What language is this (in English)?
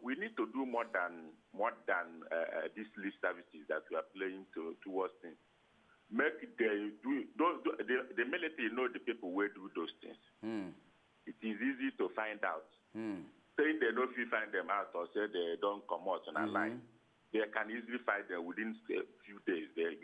Nigerian Pidgin